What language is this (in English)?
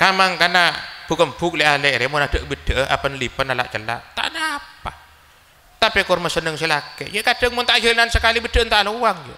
Madurese